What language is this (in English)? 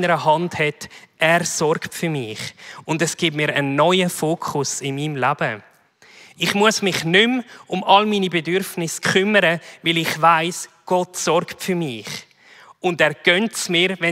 Swiss German